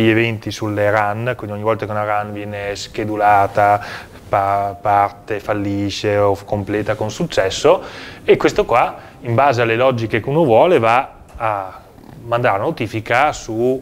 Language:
Italian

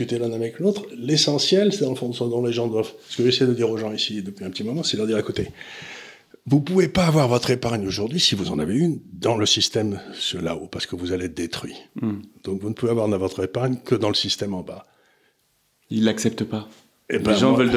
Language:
French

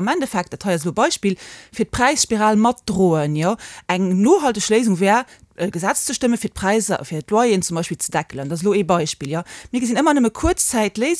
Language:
Luxembourgish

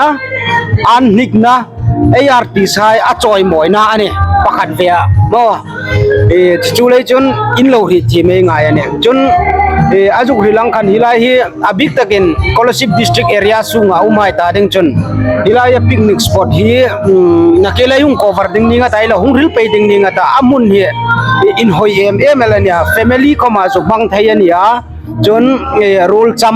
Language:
Hmar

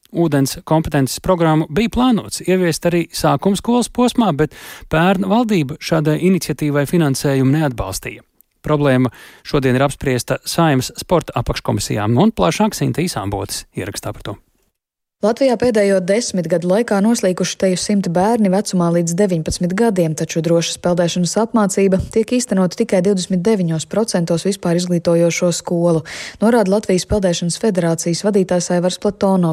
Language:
Latvian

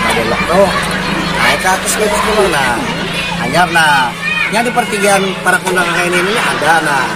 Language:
Banjar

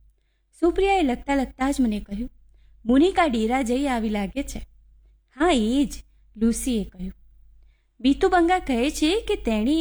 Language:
Gujarati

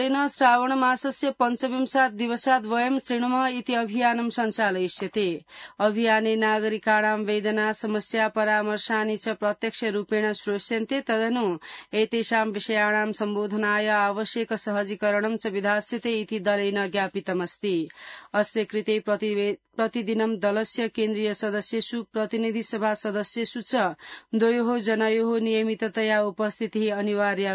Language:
Sanskrit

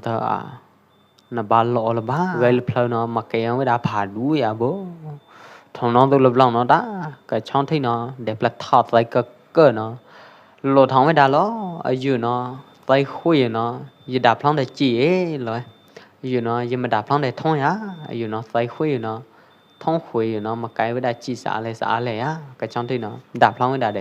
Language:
Pwo Eastern Karen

